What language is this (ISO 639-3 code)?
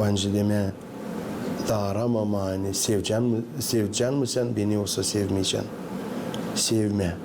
gag